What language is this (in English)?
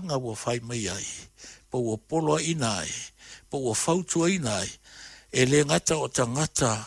Samoan